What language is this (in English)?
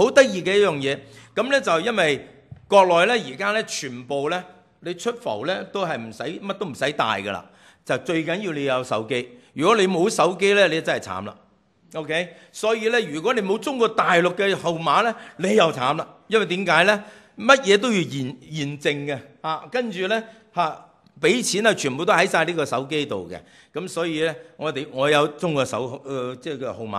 Cantonese